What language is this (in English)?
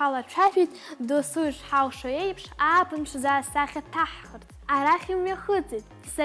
Abkhazian